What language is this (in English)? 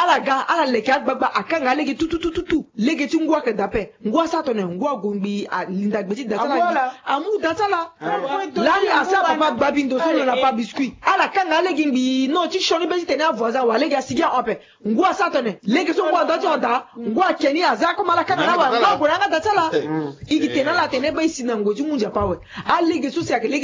Sango